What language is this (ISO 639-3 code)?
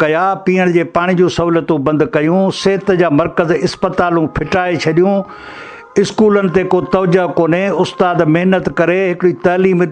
snd